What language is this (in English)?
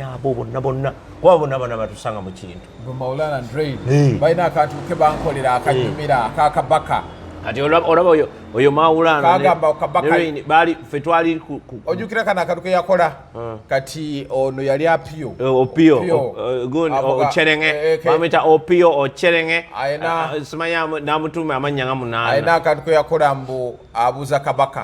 Ganda